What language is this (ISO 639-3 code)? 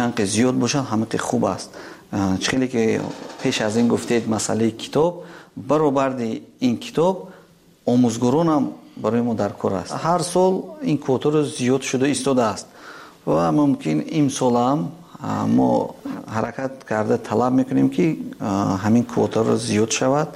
tgk